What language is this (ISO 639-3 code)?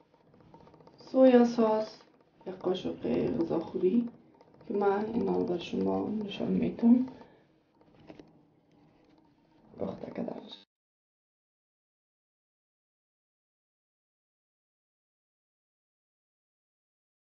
fas